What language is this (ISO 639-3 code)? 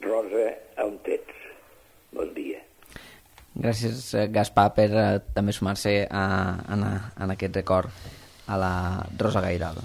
cat